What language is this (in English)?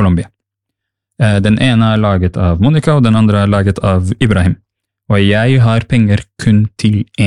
Norwegian